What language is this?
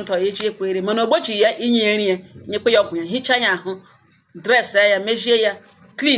Igbo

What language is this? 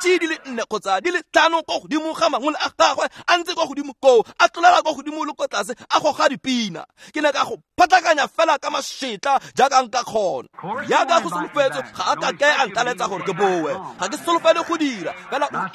Tswana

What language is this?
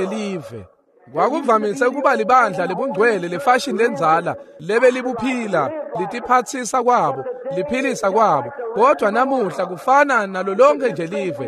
Swati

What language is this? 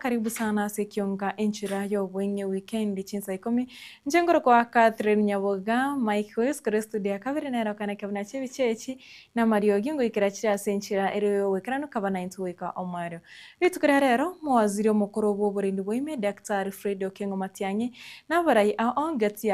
Gusii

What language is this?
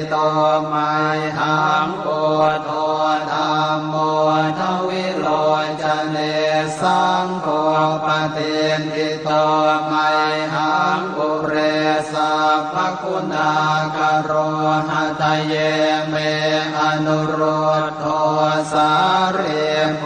Pali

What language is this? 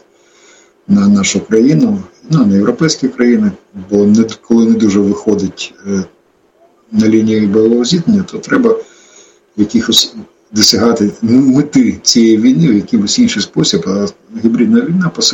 Ukrainian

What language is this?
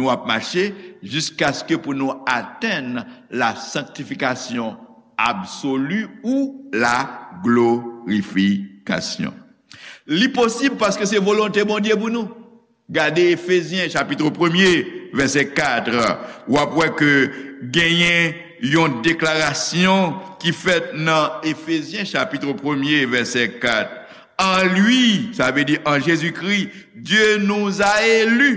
Haitian Creole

